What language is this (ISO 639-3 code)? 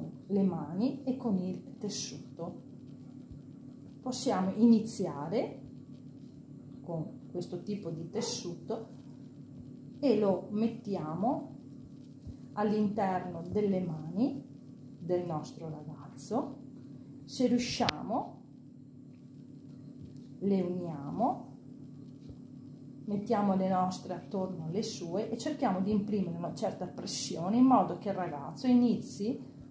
ita